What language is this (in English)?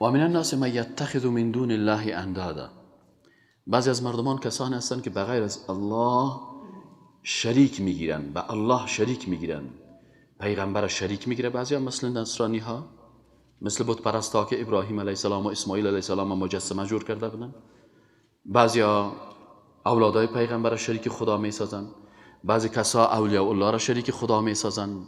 Persian